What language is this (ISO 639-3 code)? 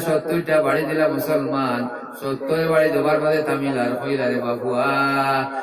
syl